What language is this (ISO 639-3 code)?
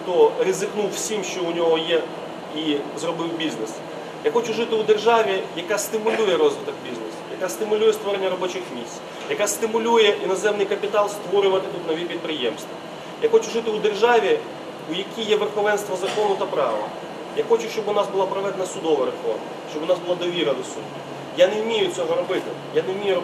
ukr